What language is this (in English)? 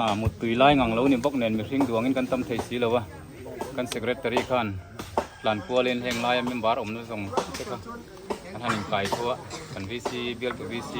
Mizo